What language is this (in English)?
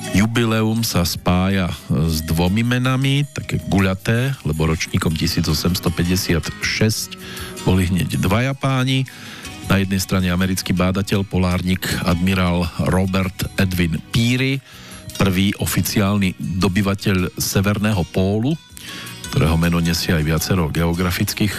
Slovak